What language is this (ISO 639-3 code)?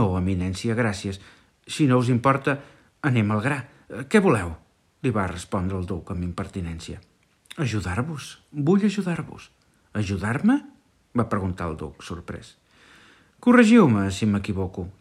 cat